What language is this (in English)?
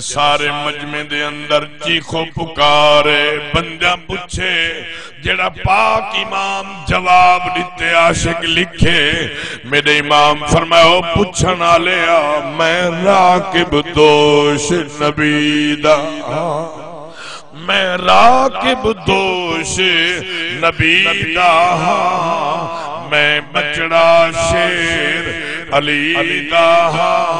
Saraiki